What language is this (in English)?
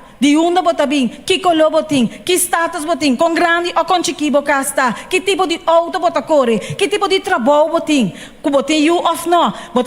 Papiamento